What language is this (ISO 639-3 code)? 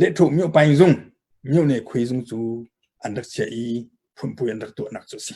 cnh